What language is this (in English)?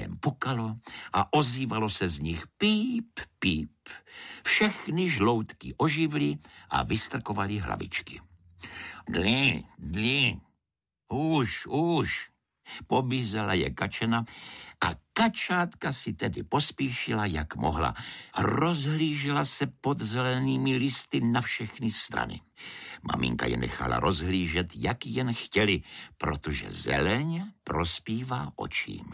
Czech